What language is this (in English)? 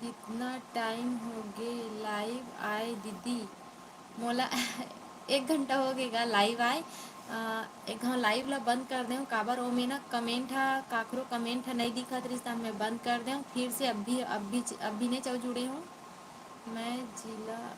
Chhattisgarhi